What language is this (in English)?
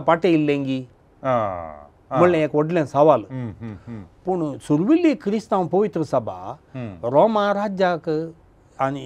Konkani